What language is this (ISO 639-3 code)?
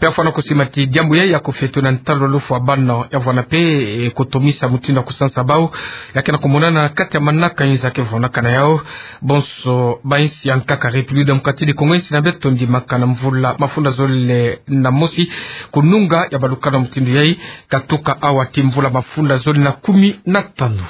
ktu